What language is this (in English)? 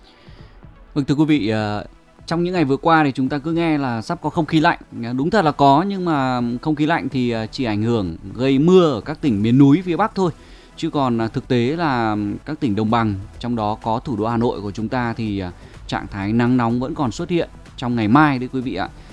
Vietnamese